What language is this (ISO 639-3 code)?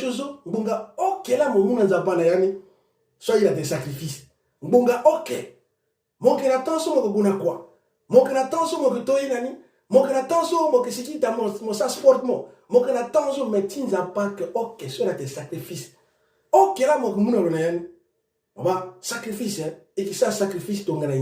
sag